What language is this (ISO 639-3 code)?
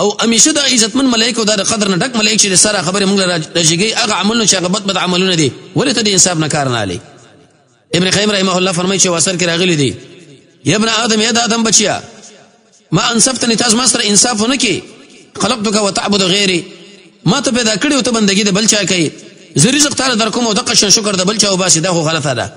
pus